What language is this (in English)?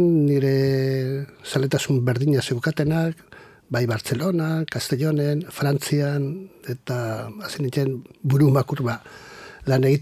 Basque